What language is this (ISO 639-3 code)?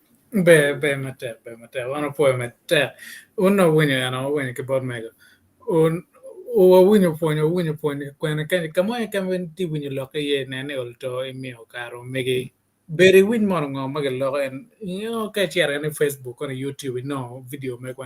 ach